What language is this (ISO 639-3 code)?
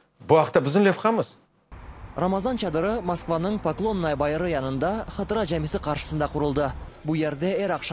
crh